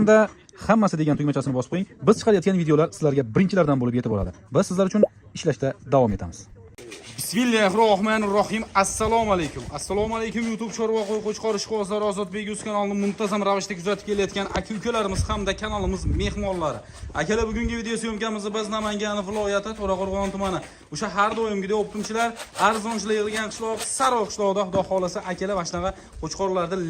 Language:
Uzbek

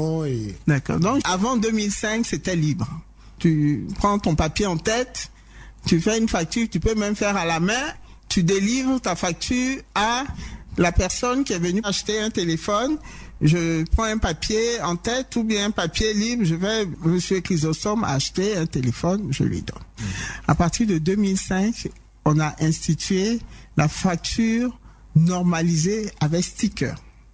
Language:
French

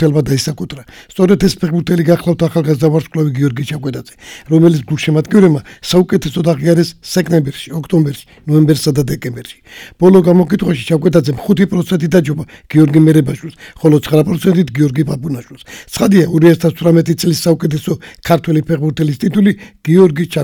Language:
Georgian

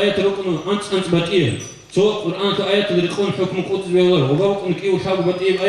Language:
Avaric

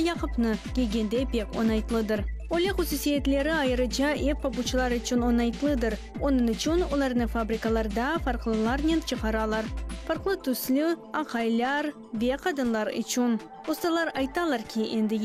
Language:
Crimean Tatar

